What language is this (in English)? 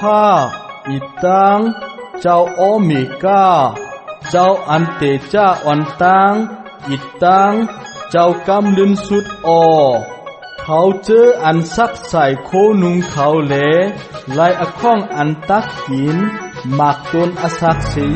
Shan